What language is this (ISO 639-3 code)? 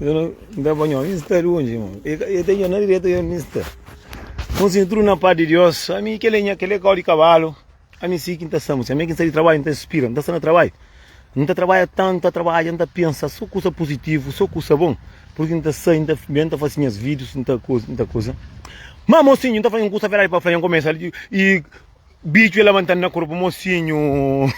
kea